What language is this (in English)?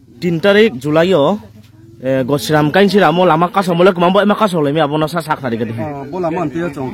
Riang (India)